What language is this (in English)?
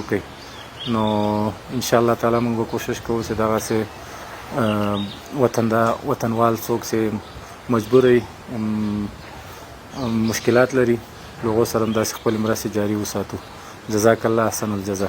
Pashto